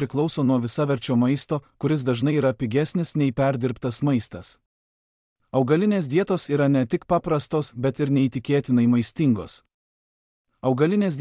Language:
Lithuanian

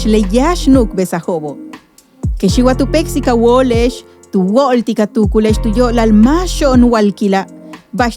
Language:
Yucateco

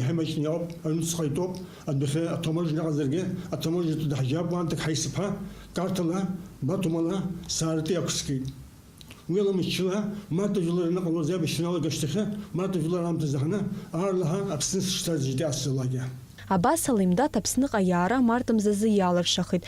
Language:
Abkhazian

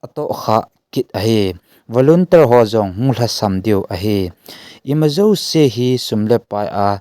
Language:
Thado Chin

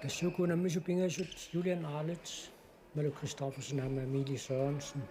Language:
Kalaallisut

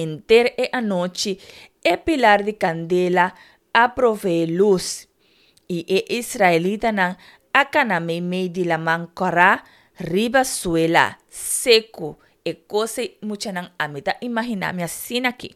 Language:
Papiamento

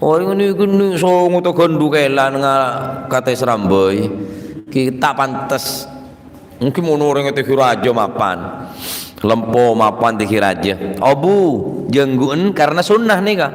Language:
Madurese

